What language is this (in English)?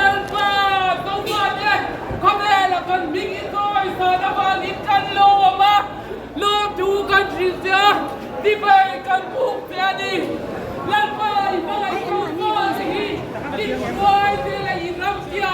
Hakha Chin